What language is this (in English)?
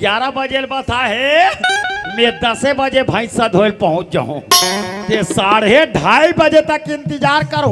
Chhattisgarhi